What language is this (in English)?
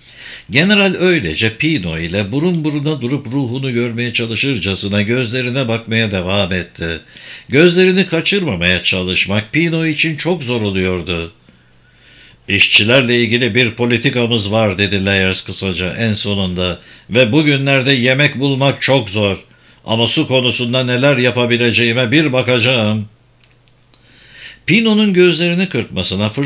Turkish